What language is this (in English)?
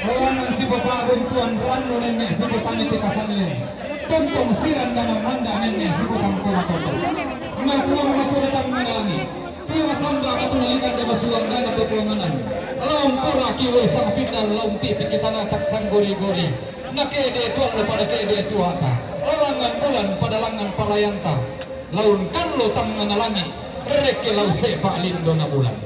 Toraja-Sa'dan